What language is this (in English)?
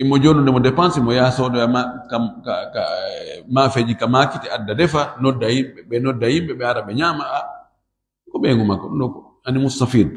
Fula